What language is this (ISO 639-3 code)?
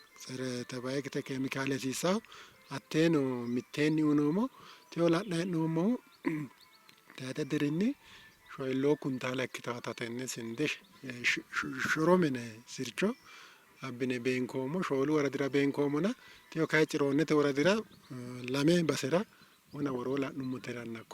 sid